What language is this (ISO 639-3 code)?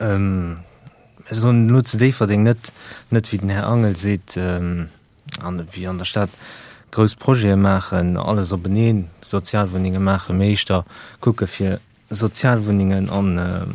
ltz